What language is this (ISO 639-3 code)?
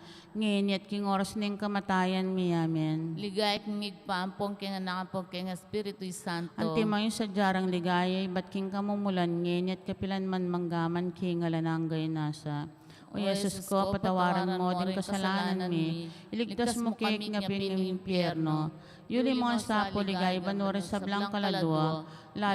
pam